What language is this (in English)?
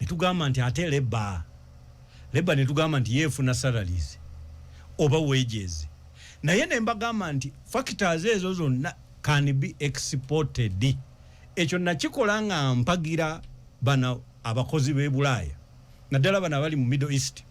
Ganda